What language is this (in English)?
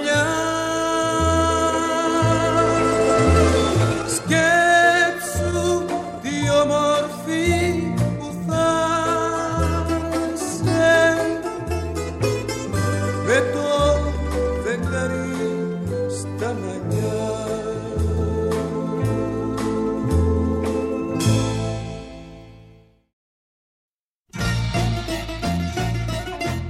Greek